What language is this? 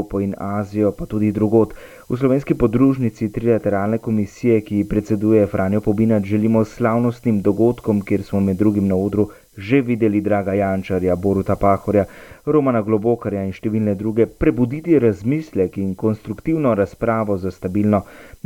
Slovenian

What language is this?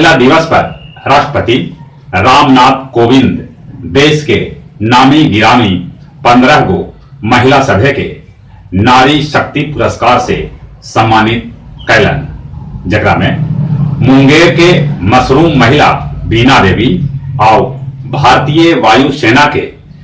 Magahi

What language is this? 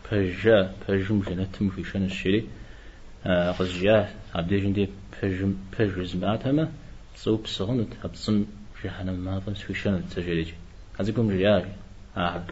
Kabardian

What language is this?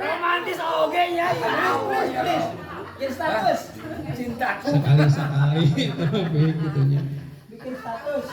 Sundanese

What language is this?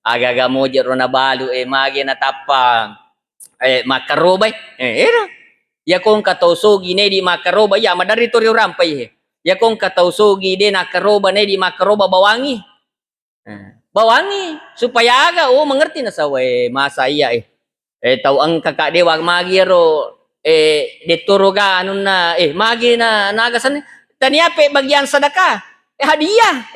Buginese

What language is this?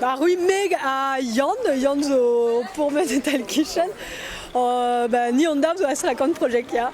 Breton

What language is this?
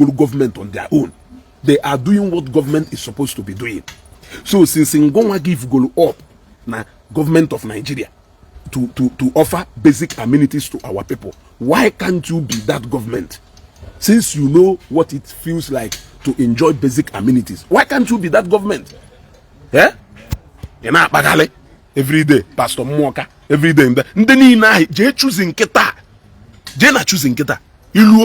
Igbo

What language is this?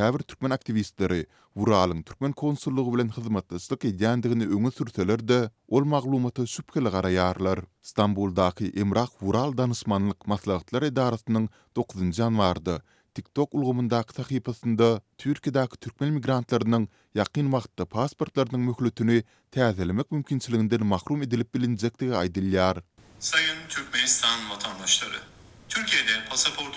Turkmen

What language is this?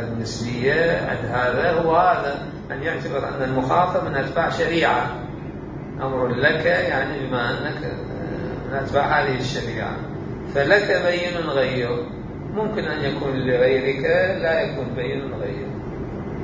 Mesopotamian Arabic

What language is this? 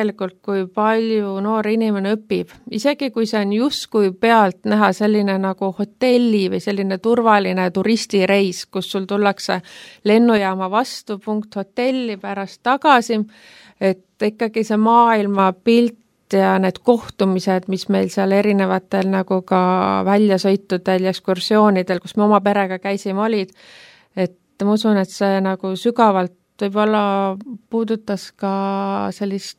Estonian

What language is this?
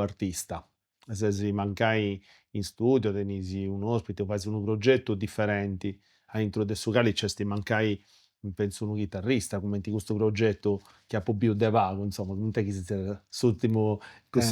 Sardinian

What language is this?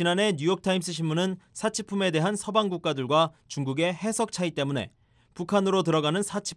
Korean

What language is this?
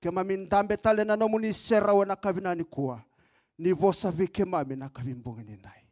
Fijian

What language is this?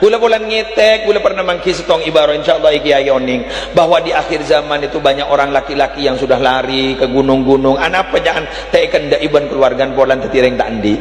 Madurese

